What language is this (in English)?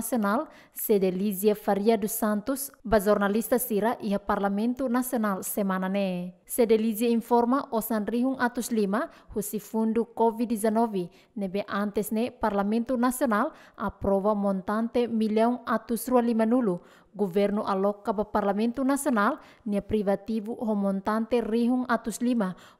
Tetum